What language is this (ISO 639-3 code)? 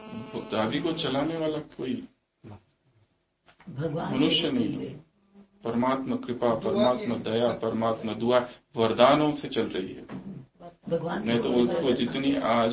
hin